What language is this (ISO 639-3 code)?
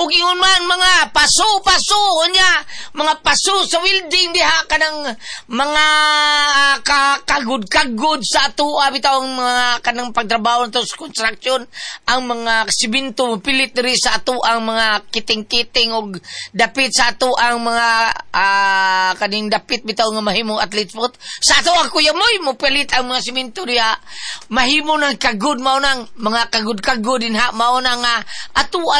ceb